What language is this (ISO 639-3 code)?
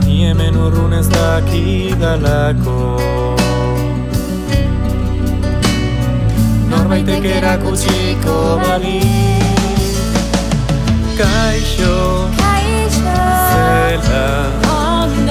eus